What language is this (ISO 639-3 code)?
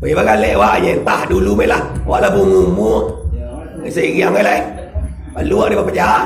min